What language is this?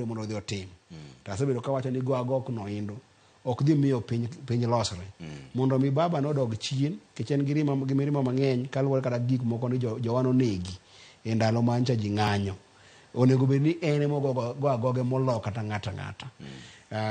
Luo (Kenya and Tanzania)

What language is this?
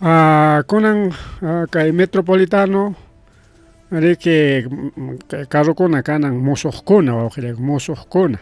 Ayacucho Quechua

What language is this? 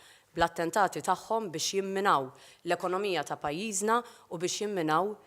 Maltese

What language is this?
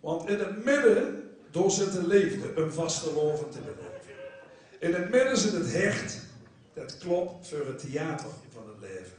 Limburgish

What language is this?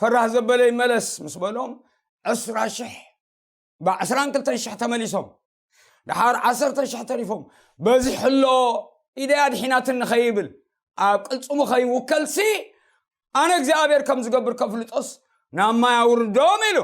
Tigrinya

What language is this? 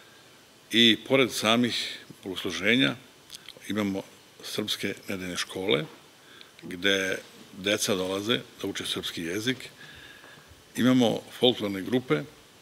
Serbian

